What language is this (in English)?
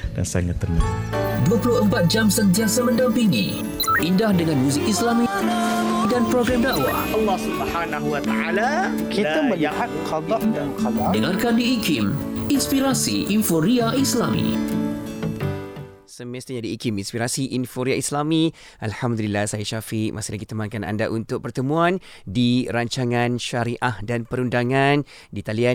Malay